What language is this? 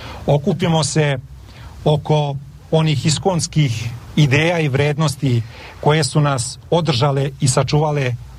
Serbian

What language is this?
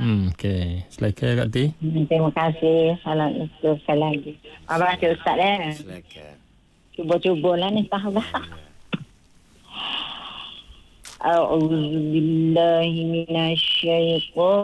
Malay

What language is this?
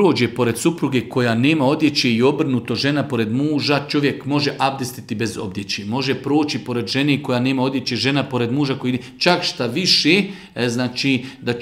Bosnian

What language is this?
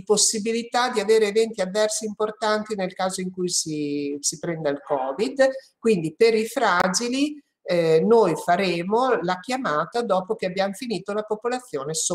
Italian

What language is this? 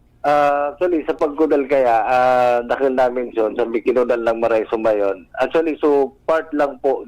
Bikol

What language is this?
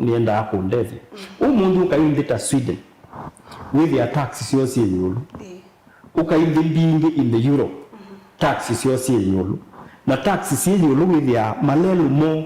Kamba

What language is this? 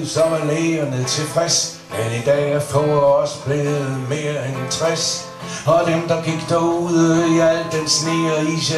Danish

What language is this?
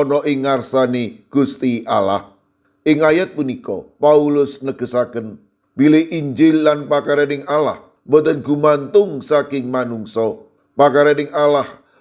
Javanese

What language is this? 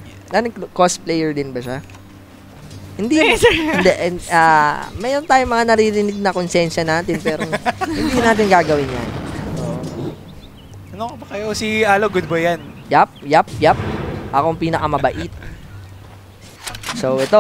Filipino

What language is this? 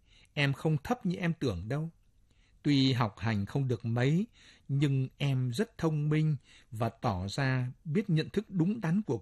Vietnamese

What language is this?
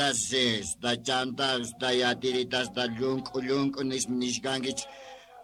Quechua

